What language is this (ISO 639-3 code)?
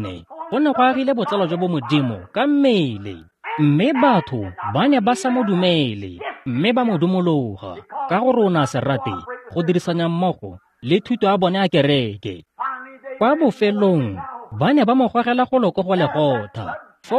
tsn